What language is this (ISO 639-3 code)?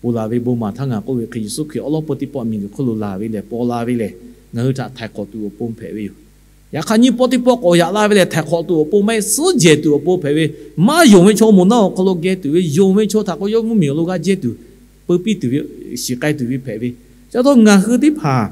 lhu